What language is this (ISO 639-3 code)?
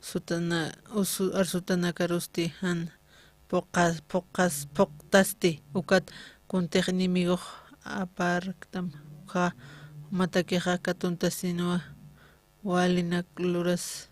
aym